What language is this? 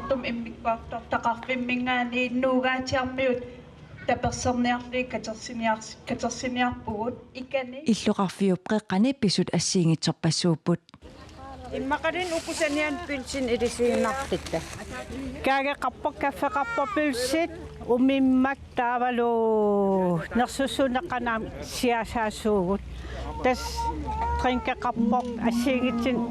Kalaallisut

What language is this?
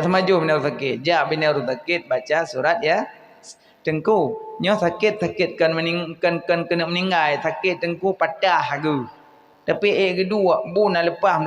Achinese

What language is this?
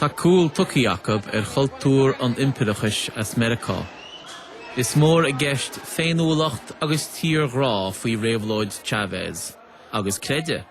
Irish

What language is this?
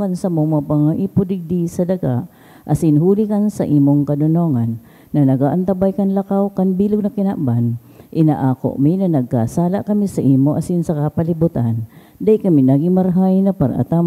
Bikol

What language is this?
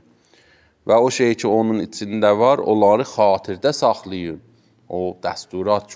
Azerbaijani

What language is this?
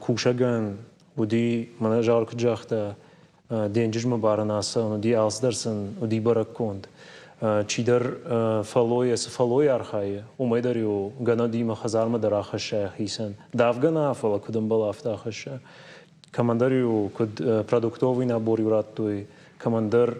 Ossetic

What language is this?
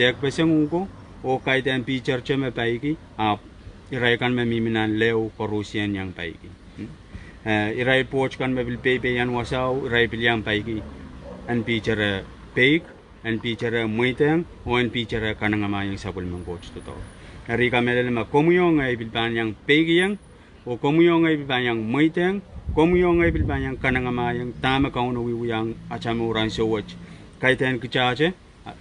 Pohnpeian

